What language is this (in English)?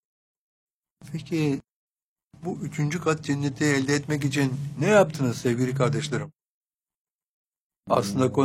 Turkish